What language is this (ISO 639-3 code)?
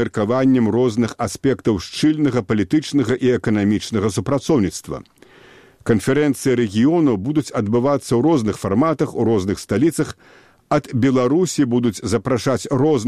bel